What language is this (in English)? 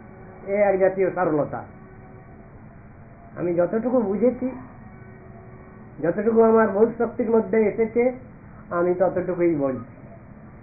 Bangla